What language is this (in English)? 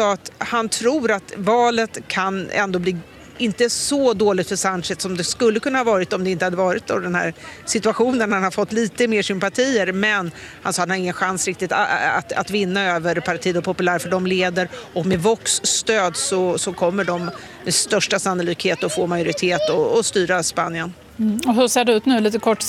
Swedish